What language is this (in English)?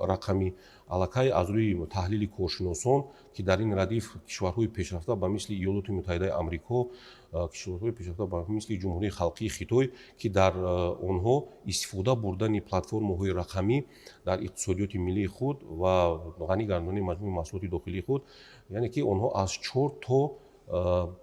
Tajik